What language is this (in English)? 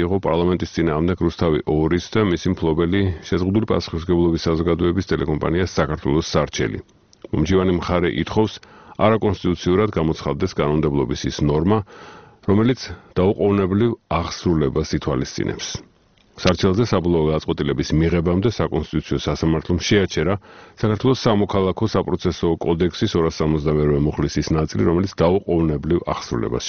Georgian